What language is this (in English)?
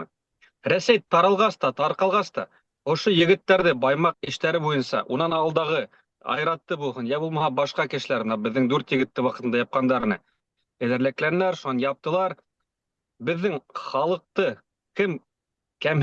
Bashkir